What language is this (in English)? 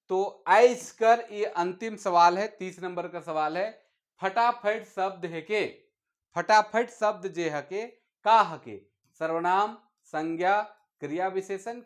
Sadri